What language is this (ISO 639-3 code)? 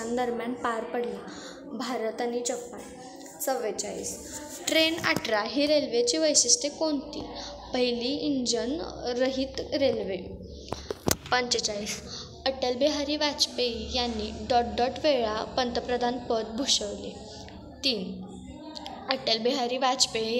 mar